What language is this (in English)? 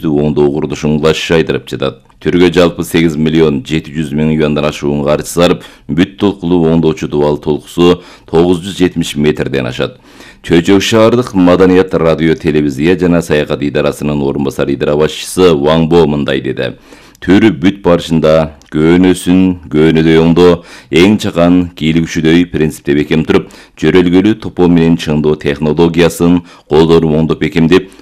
Kyrgyz